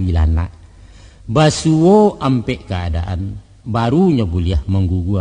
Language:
Minangkabau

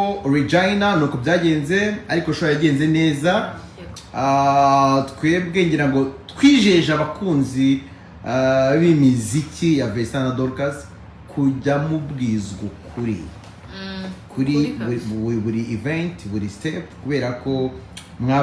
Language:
Kinyarwanda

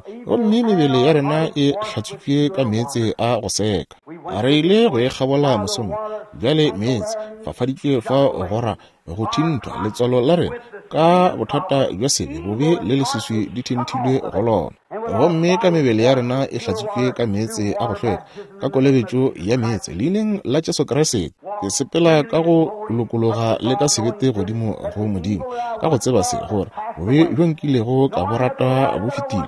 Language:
Northern Sotho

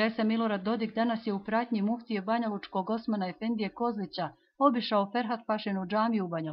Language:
Bosnian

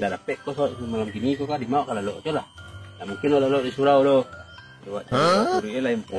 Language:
Minangkabau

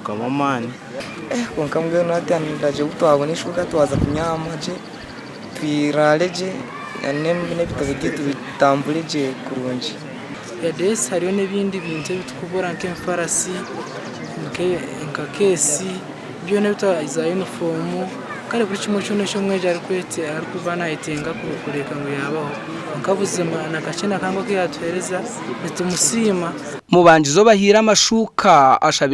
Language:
Nyankole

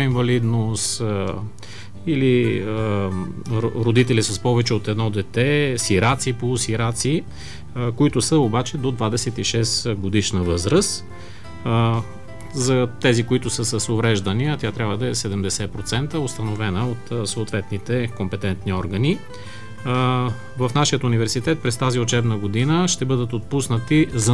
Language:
Bulgarian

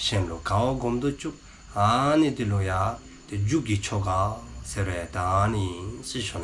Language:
Dzongkha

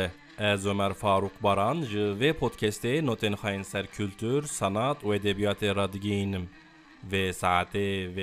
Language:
Kurdish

